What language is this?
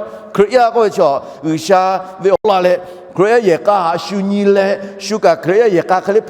Lahu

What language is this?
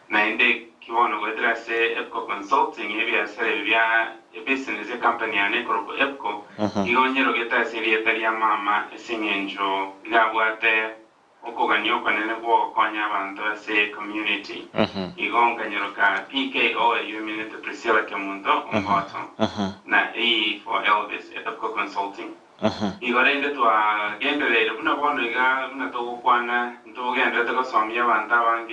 Gusii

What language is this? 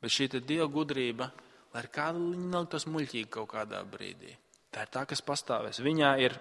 Latvian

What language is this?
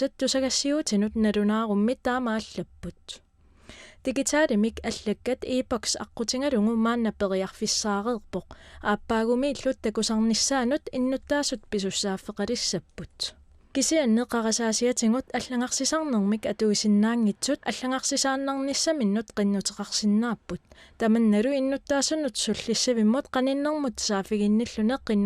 Kalaallisut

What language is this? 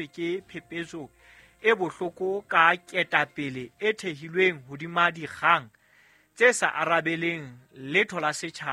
Southern Sotho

